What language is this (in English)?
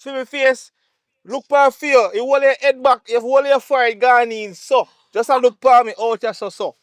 Jamaican Creole English